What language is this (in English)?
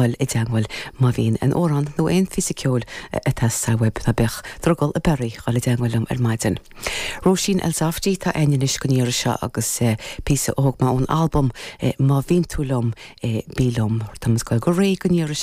Irish